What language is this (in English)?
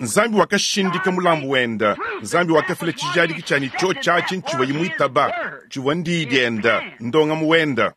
Luba-Lulua